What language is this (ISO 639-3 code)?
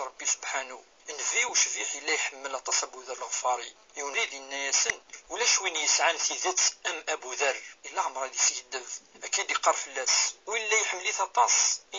kab